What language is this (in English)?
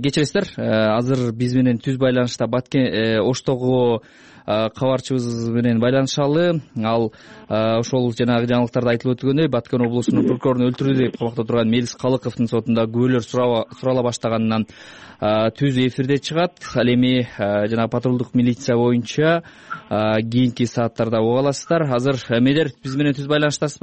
Kyrgyz